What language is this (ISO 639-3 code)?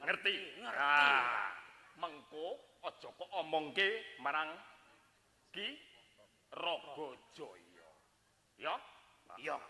jav